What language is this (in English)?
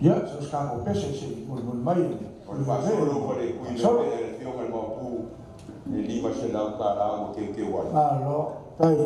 Samoan